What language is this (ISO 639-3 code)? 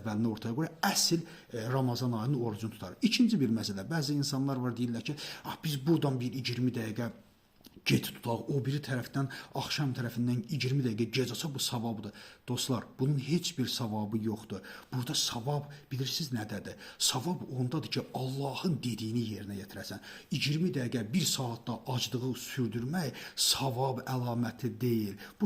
aze